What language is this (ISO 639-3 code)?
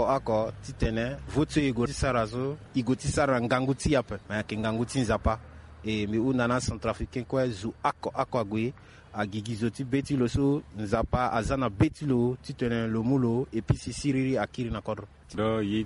sag